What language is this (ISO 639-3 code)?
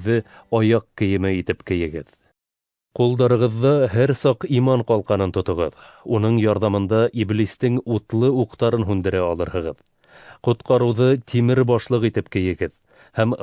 bak